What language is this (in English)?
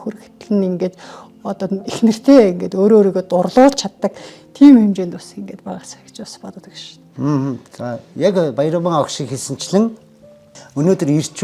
Mongolian